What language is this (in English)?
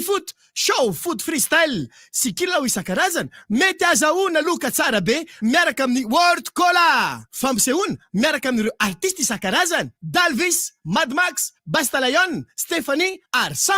Malagasy